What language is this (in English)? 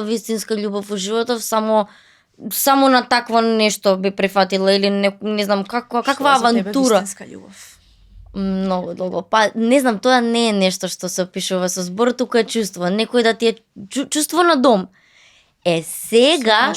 Macedonian